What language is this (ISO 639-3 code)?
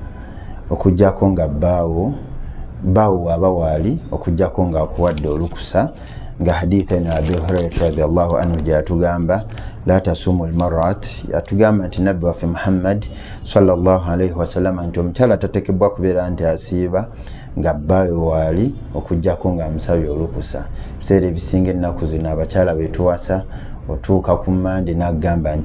lug